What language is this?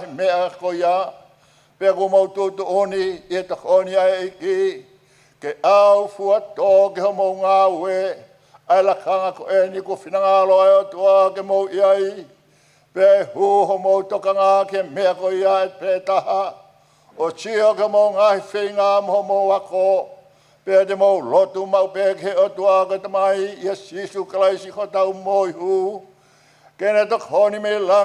Tongan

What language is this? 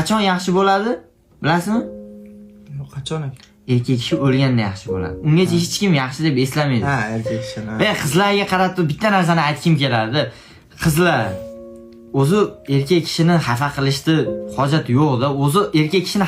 Uzbek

